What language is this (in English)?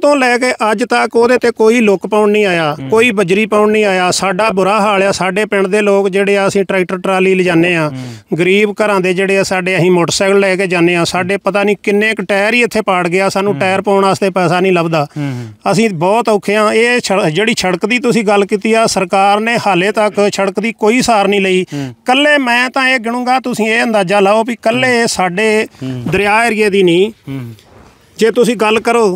Punjabi